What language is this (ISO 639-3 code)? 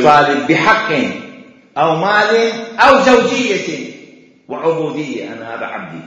acm